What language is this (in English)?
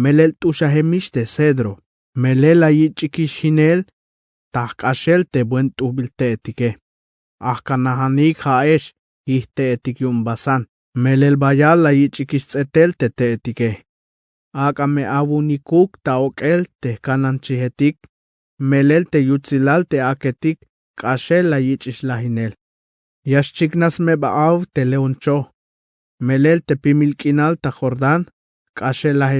Tzeltal